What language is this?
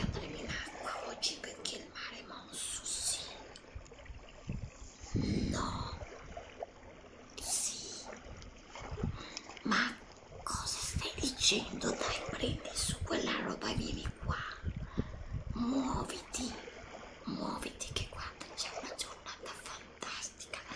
Italian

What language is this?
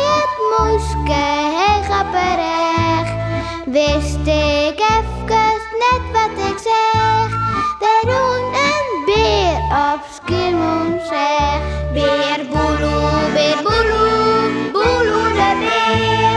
Western Frisian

